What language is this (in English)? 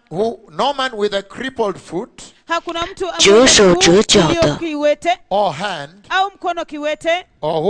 Swahili